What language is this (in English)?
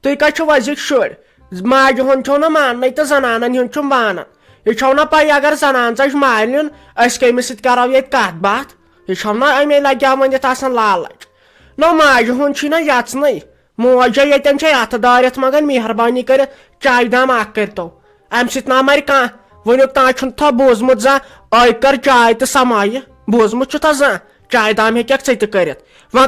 Kashmiri